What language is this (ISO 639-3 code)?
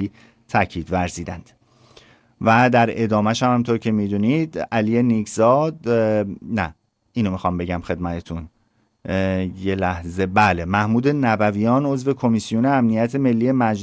fas